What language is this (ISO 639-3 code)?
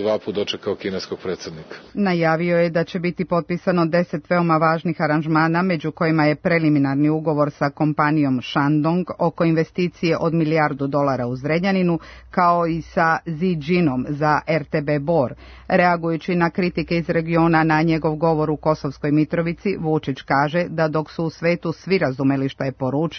srp